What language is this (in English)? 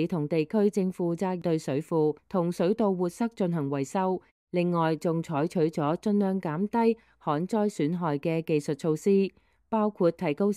Cantonese